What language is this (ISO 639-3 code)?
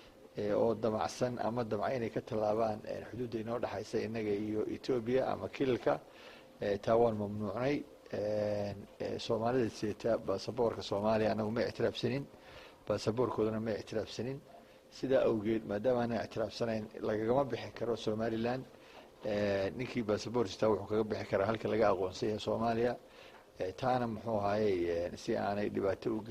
som